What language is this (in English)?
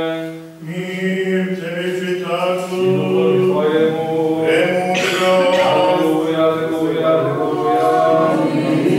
Serbian